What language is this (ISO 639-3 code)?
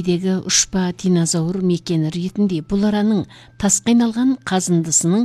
kaz